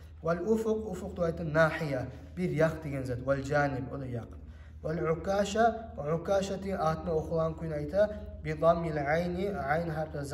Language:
Kumyk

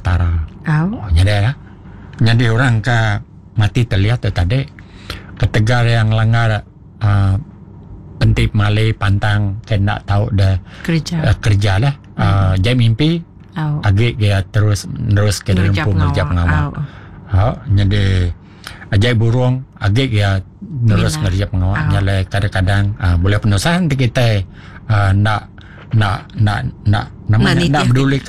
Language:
Iban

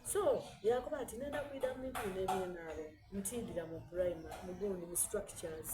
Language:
Soga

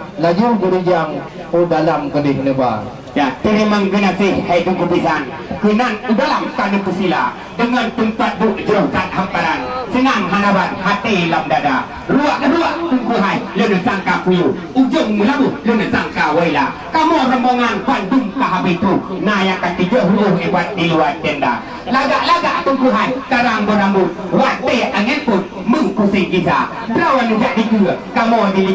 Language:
Achinese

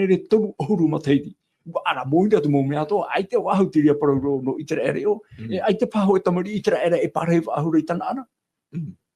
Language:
Tahitian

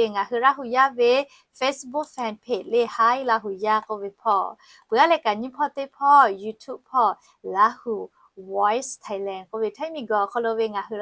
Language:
Lahu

